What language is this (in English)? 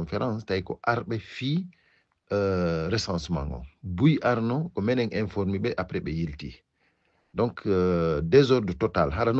Fula